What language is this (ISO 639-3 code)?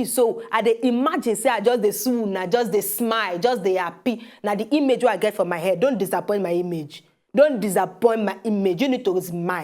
pcm